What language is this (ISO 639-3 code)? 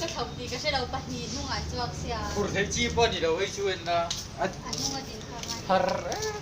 lus